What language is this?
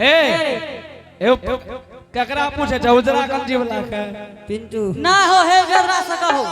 Angika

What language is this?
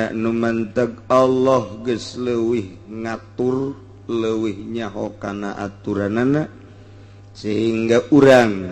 Sundanese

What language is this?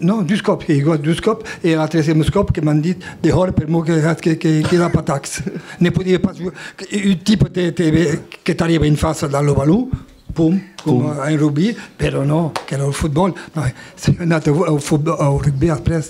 Occitan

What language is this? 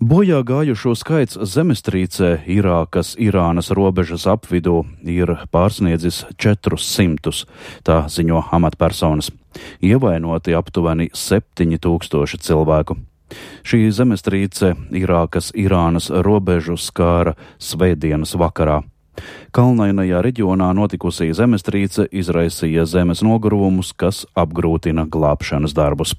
Latvian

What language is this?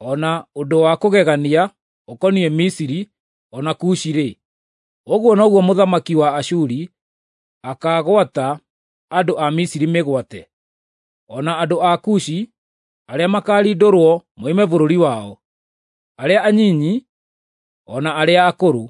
Kikuyu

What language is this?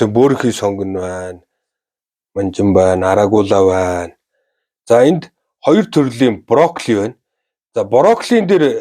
Mongolian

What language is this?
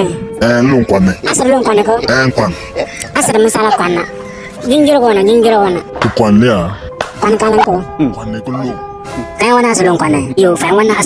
Bimoba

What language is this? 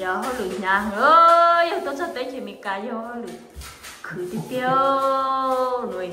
Hmong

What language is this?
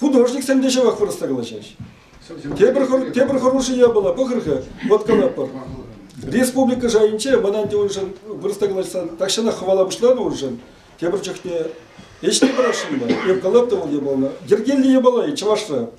Chuvash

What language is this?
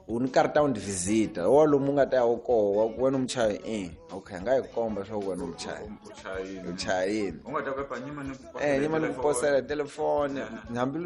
Tsonga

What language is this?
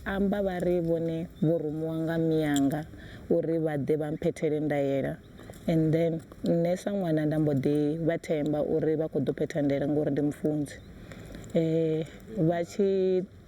Venda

